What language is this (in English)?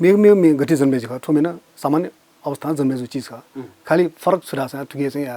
Newari